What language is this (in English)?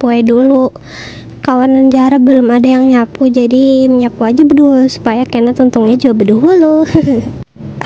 Banjar